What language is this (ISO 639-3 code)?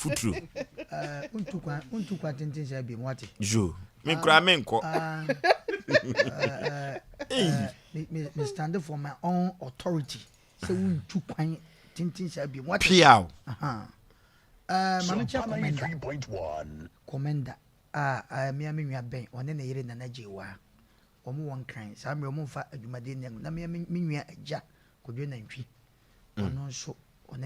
aka